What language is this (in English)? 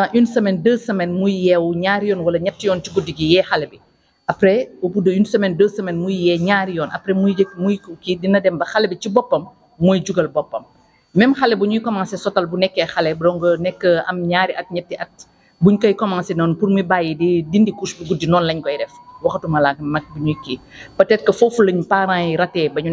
Wolof